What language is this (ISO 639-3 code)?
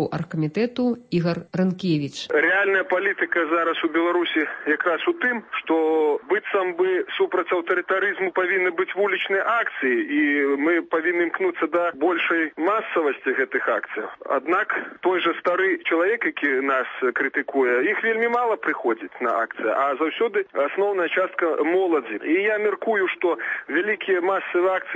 bel